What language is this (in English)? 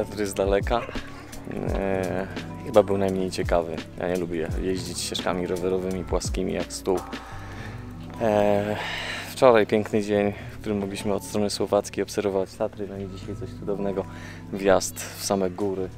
Polish